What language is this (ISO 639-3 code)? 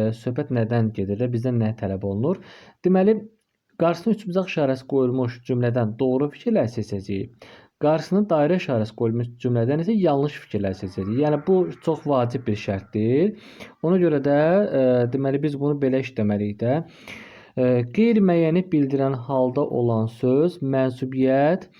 aze